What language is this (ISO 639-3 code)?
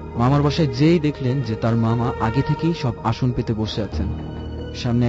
ben